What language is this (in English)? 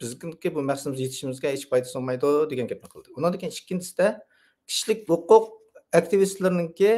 Uyghur